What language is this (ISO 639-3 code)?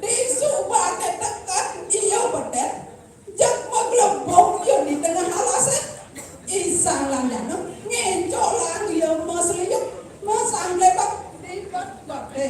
ban